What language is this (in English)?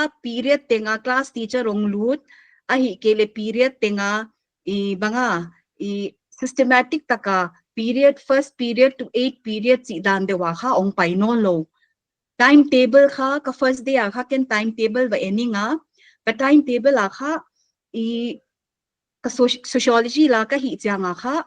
Paite Chin